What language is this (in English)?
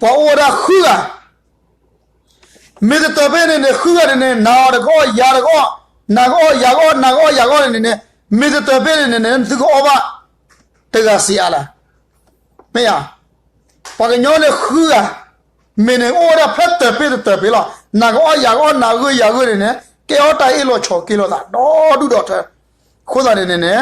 S'gaw Karen